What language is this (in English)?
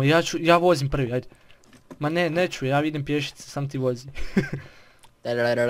Croatian